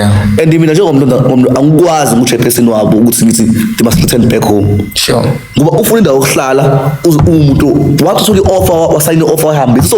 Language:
Zulu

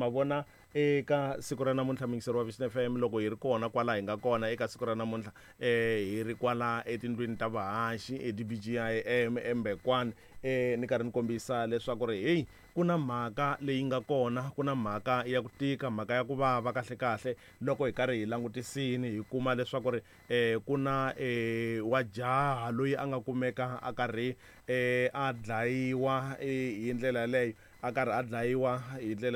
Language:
Tsonga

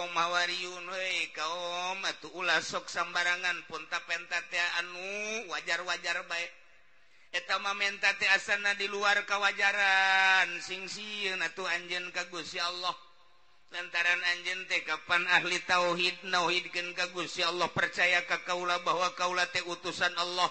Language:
Sundanese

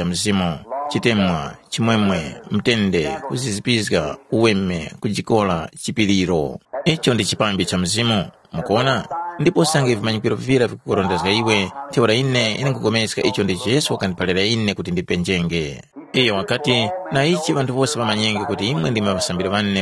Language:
Tumbuka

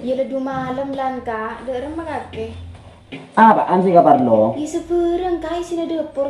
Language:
Madurese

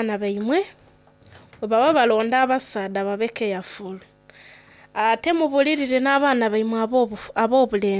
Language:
Soga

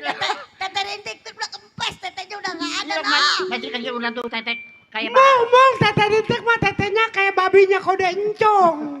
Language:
Betawi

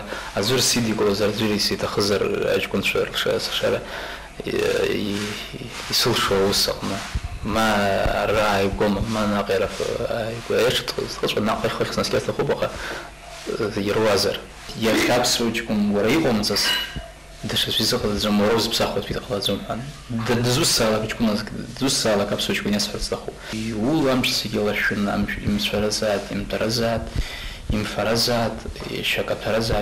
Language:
Abkhazian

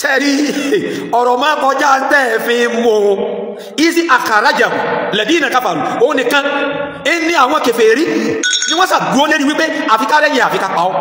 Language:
Yoruba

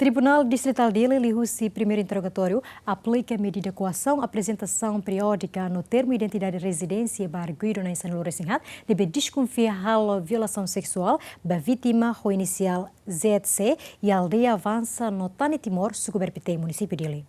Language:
Tetum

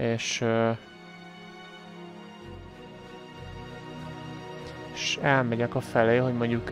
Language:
Hungarian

